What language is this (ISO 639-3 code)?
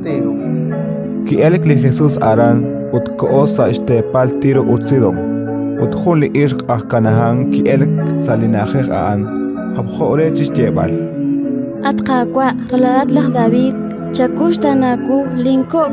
kek